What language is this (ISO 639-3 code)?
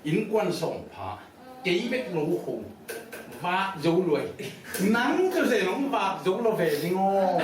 ctd